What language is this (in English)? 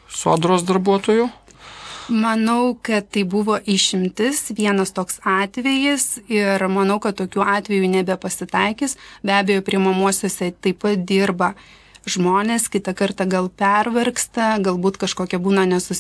Lithuanian